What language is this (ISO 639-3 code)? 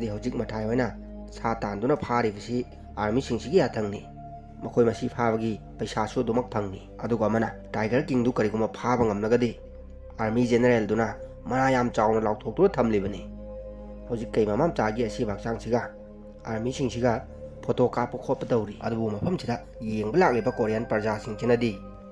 mni